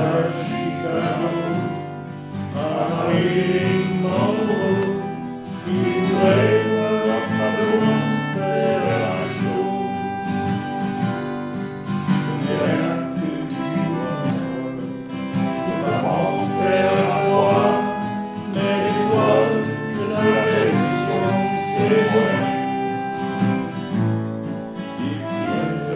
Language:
French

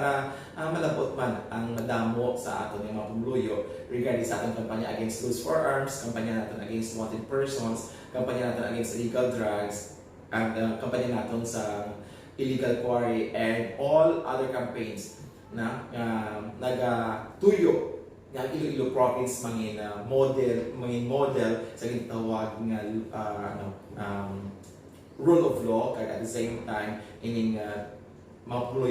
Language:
Hiligaynon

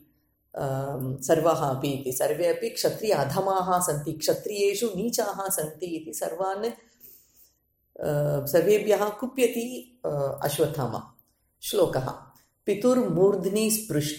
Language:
Sanskrit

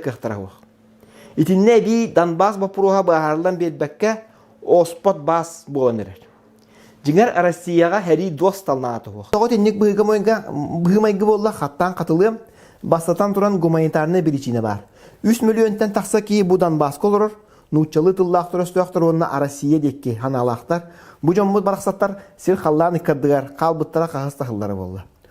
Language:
Yakut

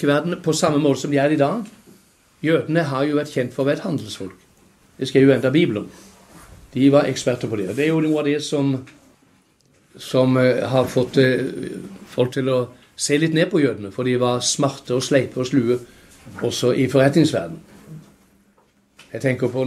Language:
Norwegian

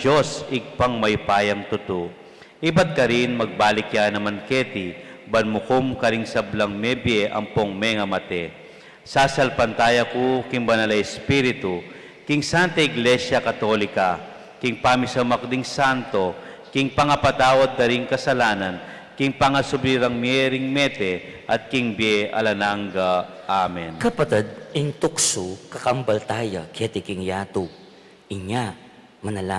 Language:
Pampanga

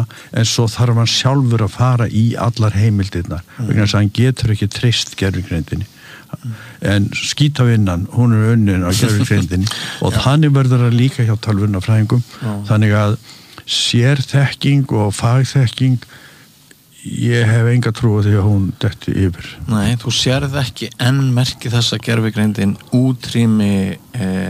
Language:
Icelandic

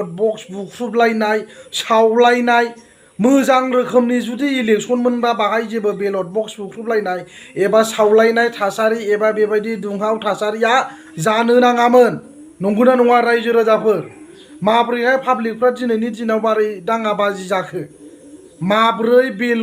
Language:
Bodo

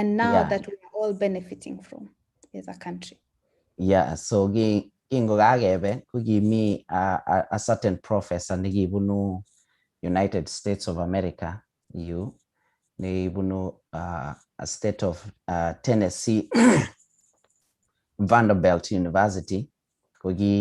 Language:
Kalenjin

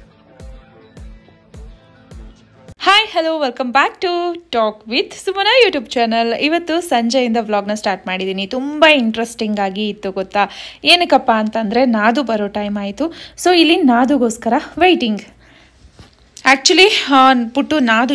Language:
Kannada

